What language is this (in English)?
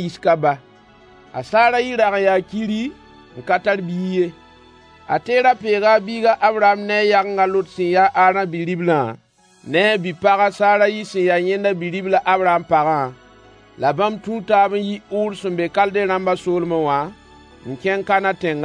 Mossi